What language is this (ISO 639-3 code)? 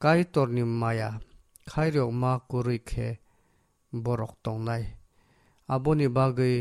trp